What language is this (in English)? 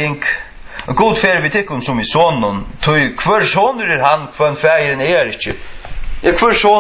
Faroese